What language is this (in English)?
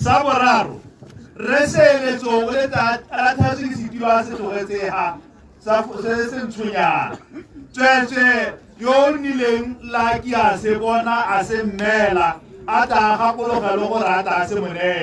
Tswana